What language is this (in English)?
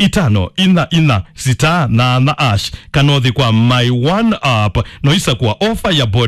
Kamba